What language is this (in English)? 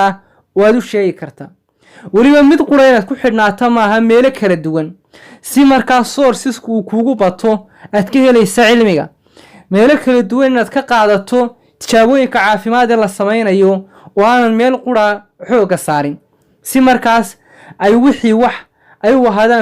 Somali